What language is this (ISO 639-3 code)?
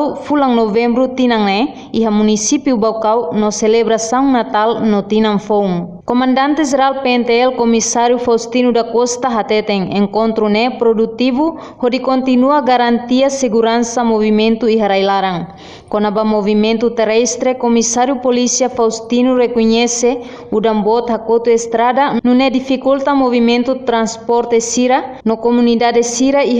tet